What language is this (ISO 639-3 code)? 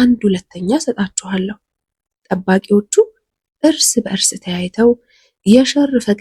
amh